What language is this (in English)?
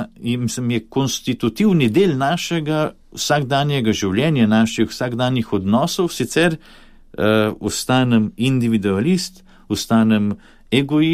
Slovenian